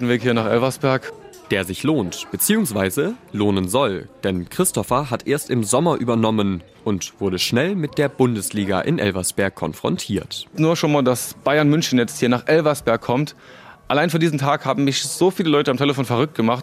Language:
German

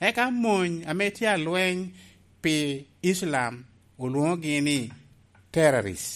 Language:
Lango (Uganda)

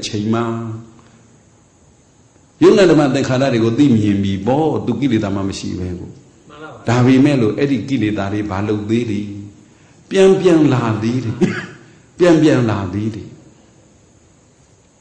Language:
Burmese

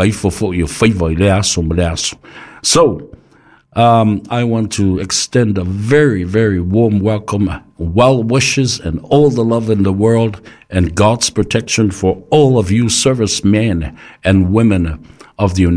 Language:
Samoan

